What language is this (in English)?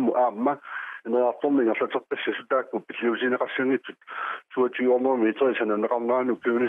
Kalaallisut